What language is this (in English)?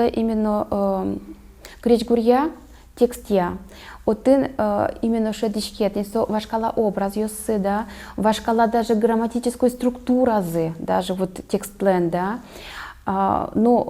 Udmurt